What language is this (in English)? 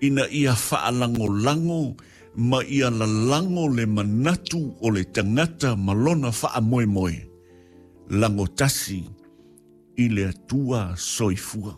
Samoan